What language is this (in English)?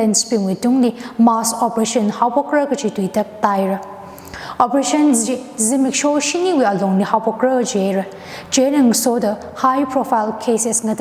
Tangkhul Naga (India)